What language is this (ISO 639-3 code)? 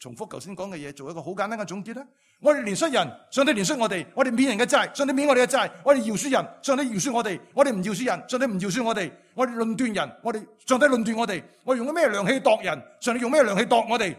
yue